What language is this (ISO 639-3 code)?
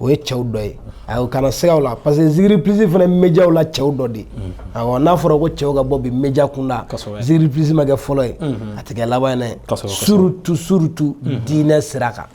bam